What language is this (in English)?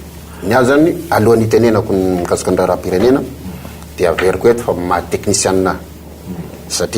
Malagasy